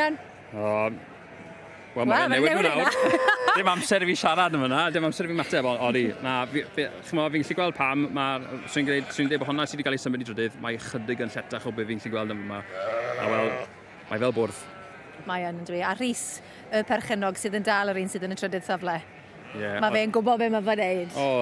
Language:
Welsh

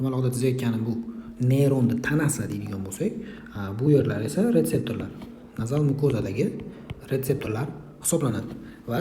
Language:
Uzbek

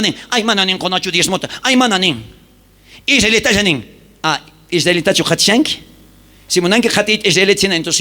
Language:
South Bolivian Quechua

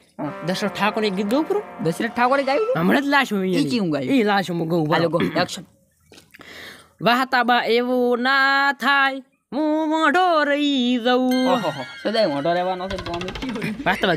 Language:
Gujarati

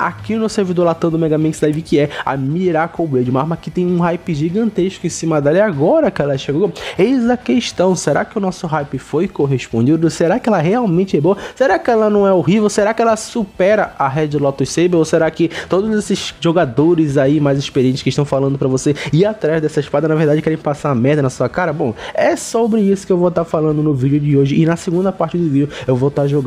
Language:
Portuguese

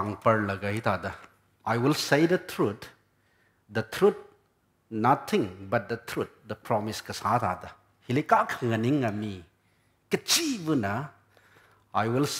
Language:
Tangkhul Naga (India)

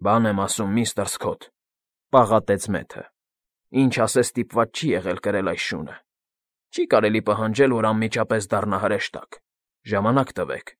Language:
Armenian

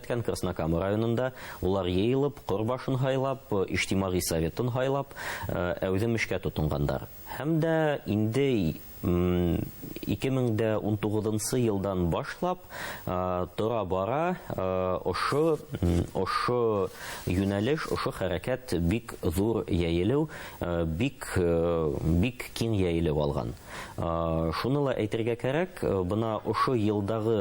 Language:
Bashkir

